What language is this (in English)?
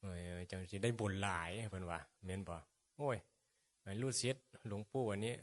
Northeastern Thai